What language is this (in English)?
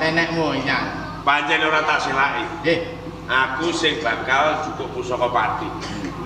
Javanese